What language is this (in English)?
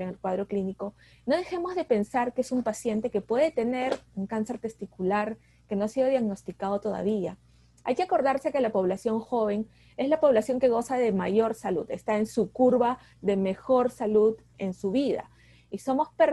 Spanish